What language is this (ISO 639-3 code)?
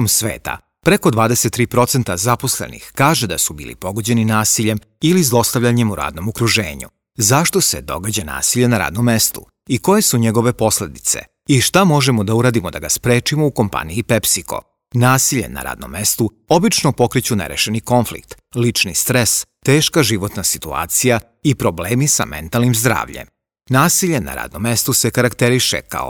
srp